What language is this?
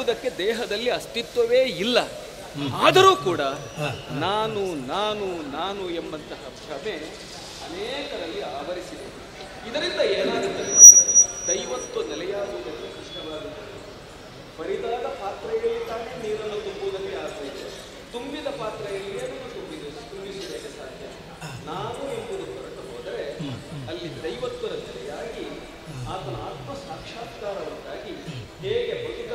Kannada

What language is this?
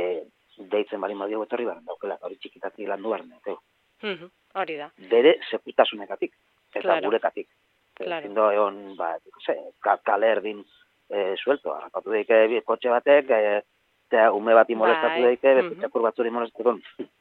Basque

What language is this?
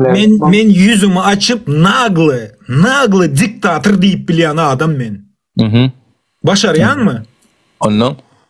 Turkmen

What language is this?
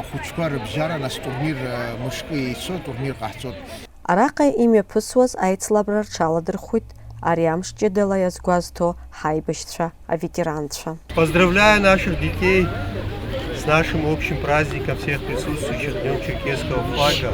Abkhazian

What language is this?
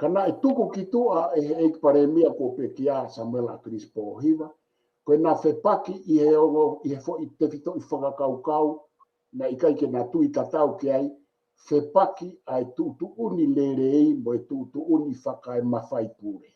Tongan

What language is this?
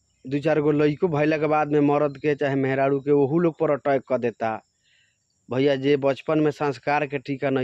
Bhojpuri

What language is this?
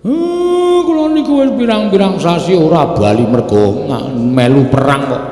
Javanese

